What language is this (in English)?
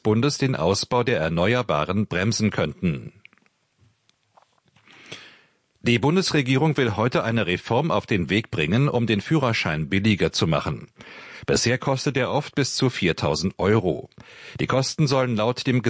German